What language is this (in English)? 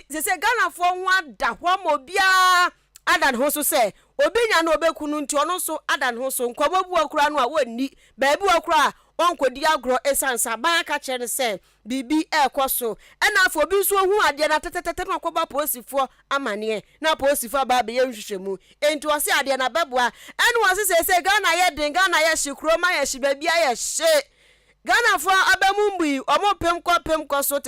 Akan